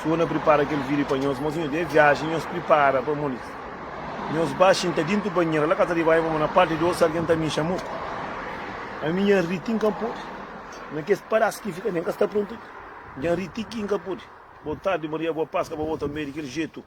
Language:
Kabuverdianu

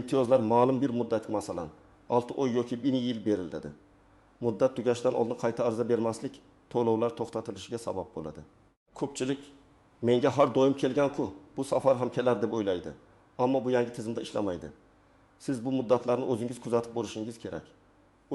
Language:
Uzbek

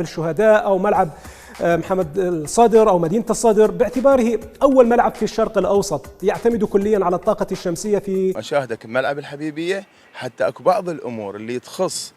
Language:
Mesopotamian Arabic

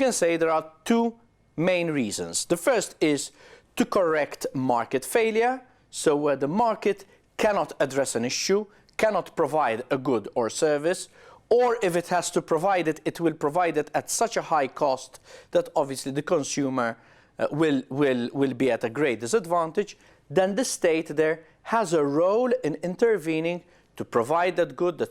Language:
English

